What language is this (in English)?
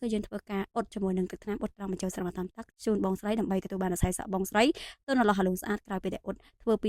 Khmer